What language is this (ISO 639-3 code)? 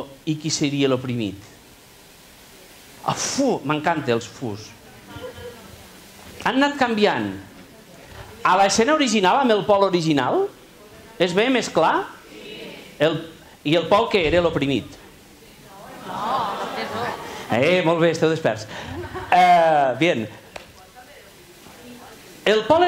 cat